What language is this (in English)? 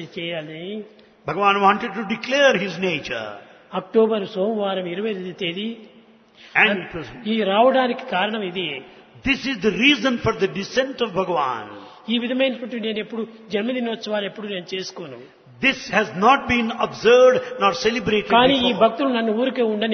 Telugu